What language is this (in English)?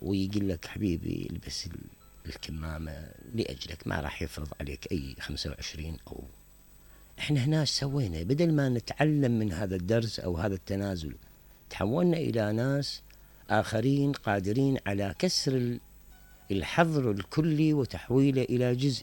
Mesopotamian Arabic